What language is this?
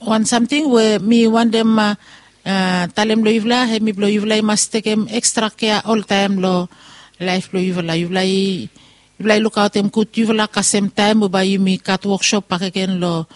Bislama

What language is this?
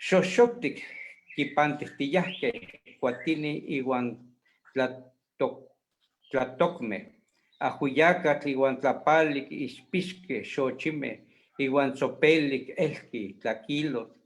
Eastern Huasteca Nahuatl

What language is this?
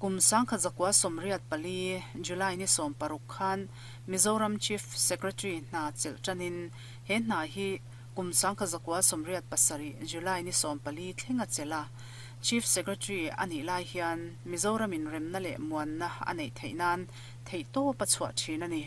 Mizo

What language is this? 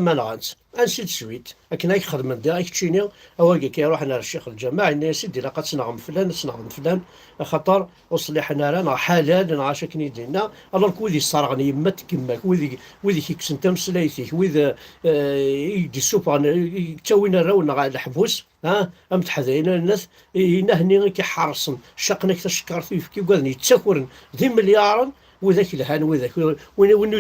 Kabyle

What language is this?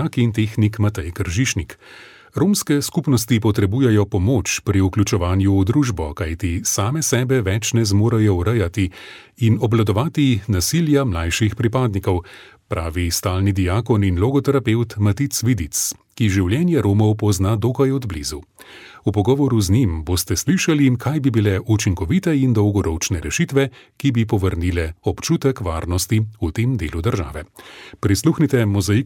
Slovenian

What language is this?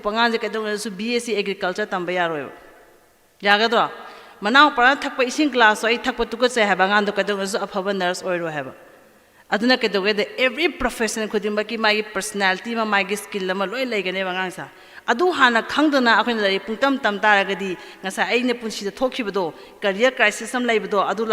Manipuri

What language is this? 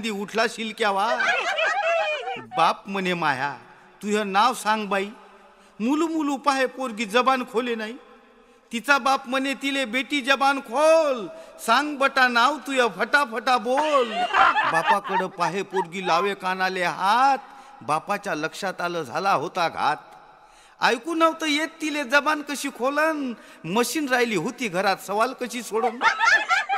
Marathi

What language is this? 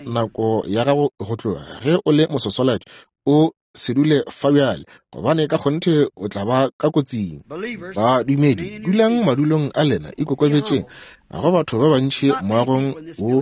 Northern Sotho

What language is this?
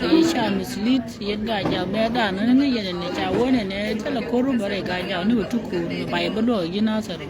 Nuer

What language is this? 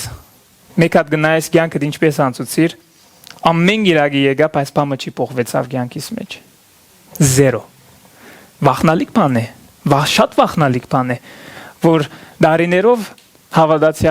Western Armenian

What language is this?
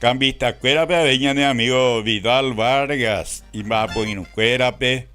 Guarani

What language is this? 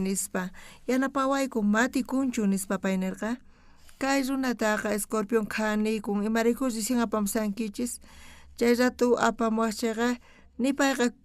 South Bolivian Quechua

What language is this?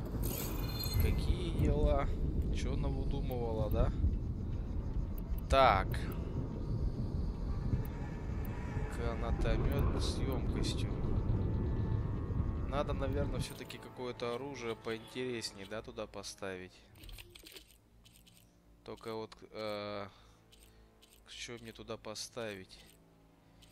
Russian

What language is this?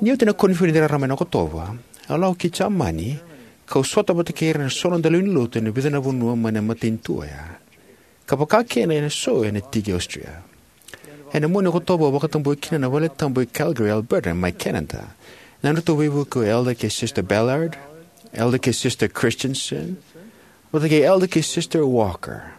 Fijian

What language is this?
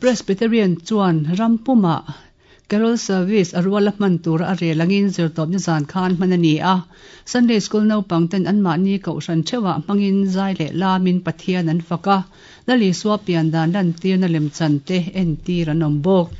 Mizo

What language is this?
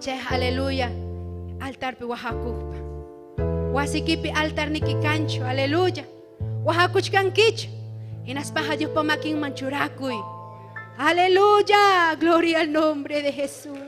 Ayacucho Quechua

